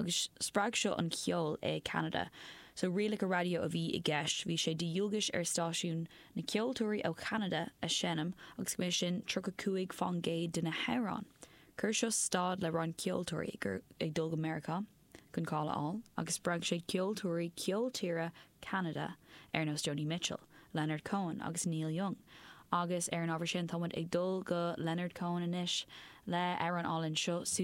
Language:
Irish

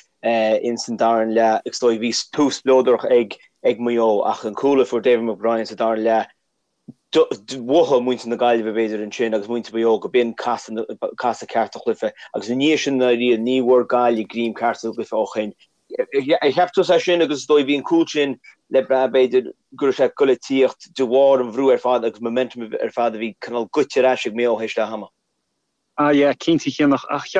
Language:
Irish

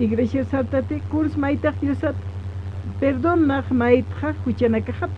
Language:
Aymara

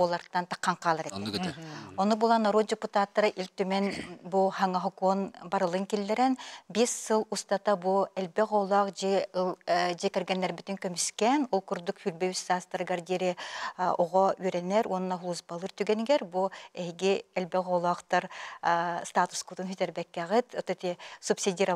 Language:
Yakut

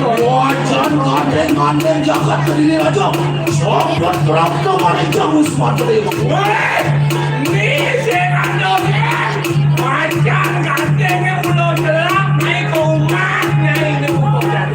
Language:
Balinese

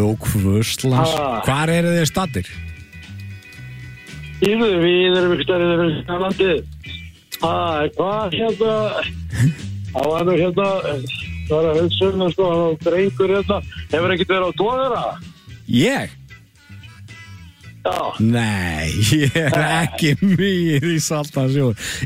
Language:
Icelandic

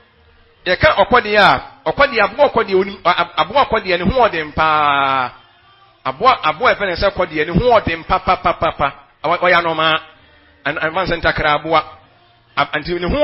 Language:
Akan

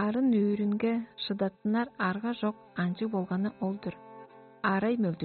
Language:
Tuvinian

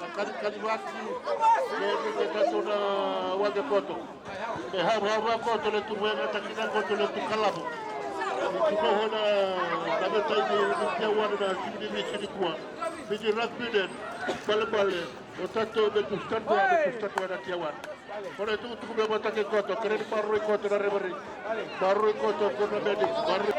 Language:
Fijian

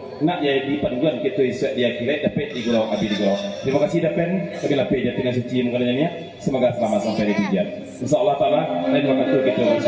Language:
Minangkabau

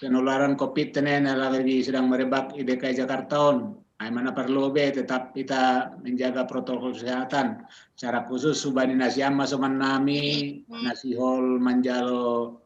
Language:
Batak Simalungun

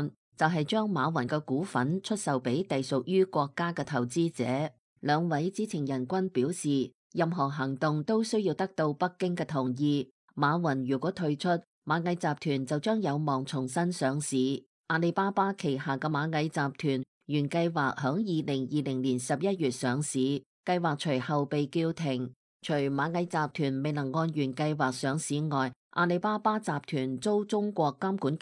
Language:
Cantonese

